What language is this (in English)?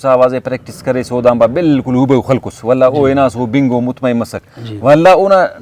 Brahui